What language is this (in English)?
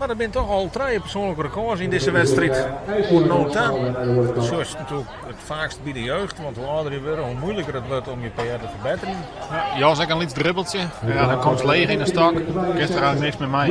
Western Frisian